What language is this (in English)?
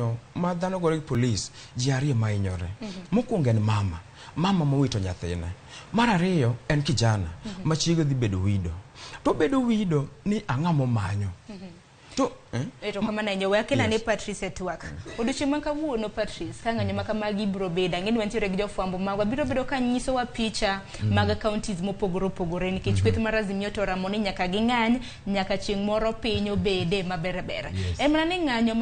Luo (Kenya and Tanzania)